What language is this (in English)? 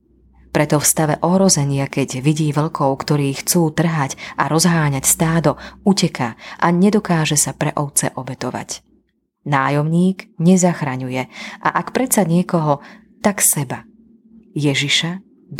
Slovak